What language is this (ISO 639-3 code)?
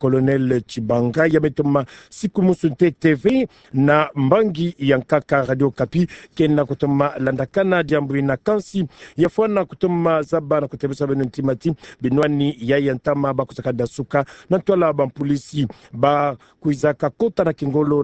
ktu